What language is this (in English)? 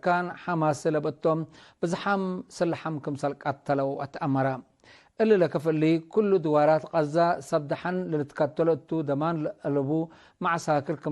Tigre